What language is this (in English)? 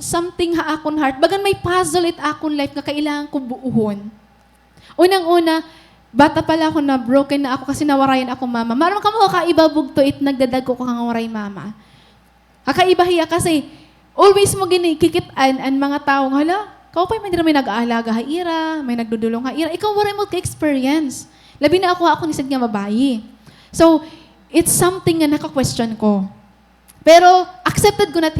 Waray